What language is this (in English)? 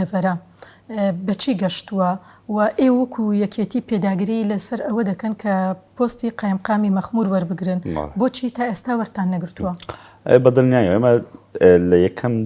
Central Kurdish